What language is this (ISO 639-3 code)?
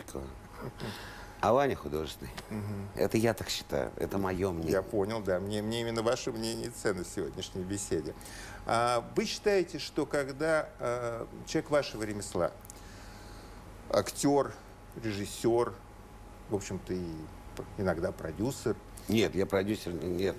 rus